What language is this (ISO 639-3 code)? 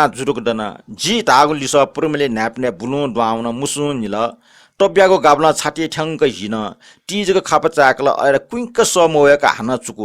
new